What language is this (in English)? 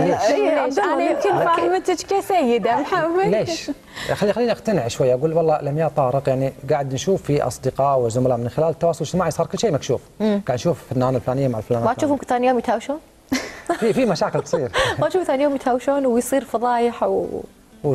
Gulf Arabic